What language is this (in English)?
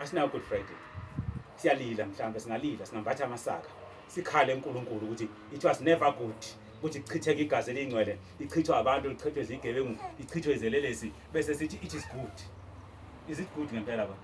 Zulu